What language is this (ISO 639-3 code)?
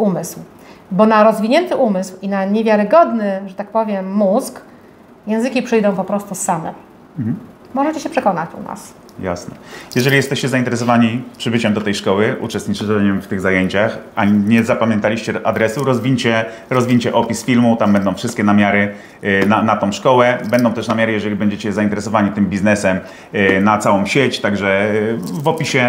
pol